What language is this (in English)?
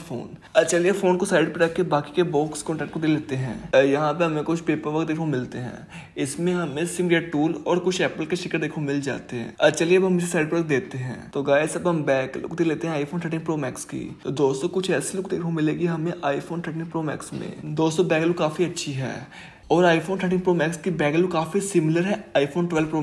Hindi